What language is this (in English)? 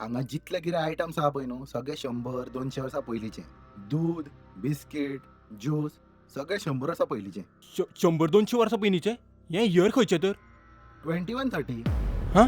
Konkani